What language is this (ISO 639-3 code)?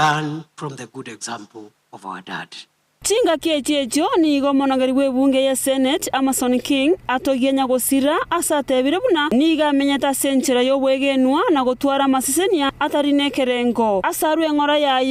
guz